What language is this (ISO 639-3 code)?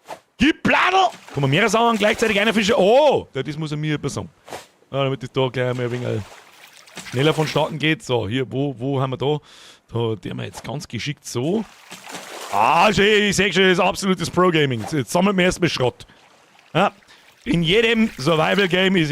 bar